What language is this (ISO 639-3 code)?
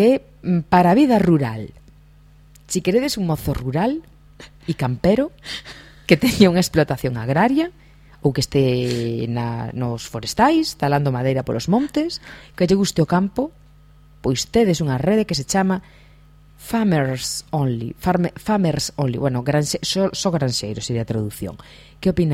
glg